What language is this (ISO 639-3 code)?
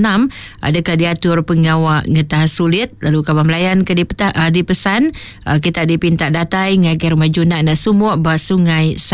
iba